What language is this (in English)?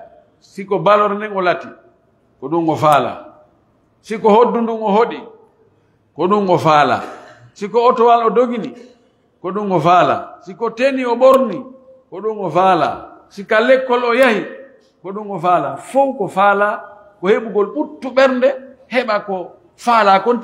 Pular